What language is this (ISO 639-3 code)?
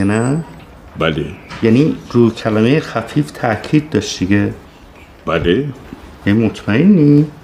fas